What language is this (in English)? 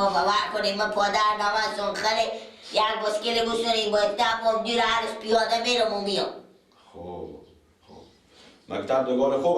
Persian